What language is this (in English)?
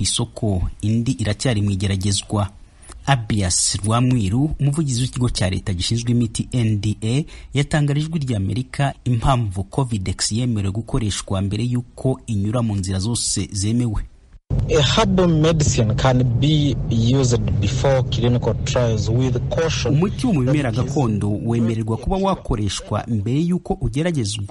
Kinyarwanda